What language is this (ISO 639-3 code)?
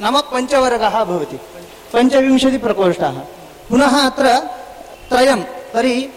san